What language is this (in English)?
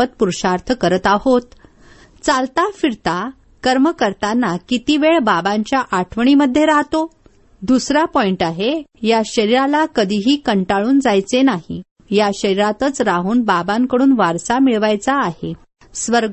Marathi